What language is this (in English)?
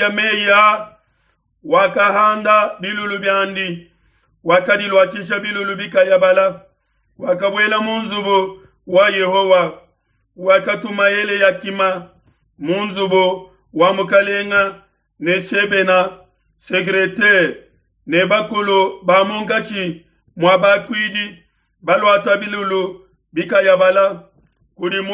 Luba-Lulua